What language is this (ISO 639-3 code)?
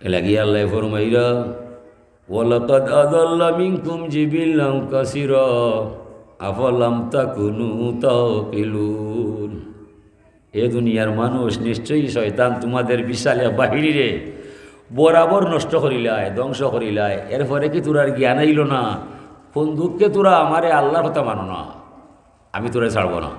syl